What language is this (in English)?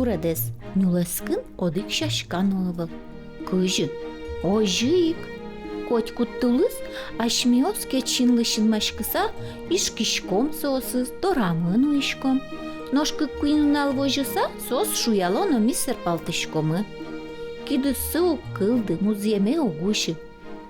Udmurt